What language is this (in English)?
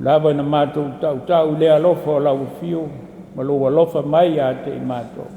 Samoan